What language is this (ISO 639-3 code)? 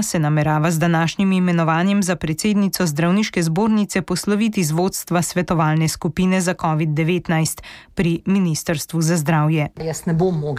slv